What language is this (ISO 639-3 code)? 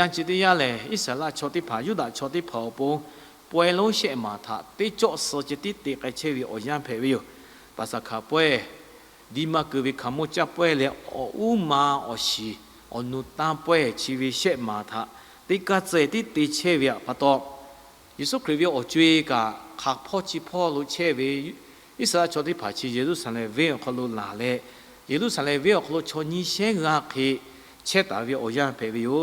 lhu